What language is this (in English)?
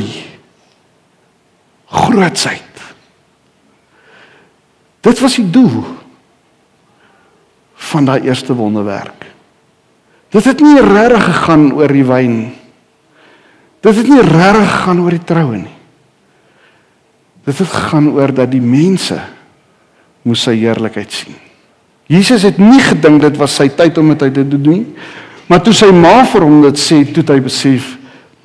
Afrikaans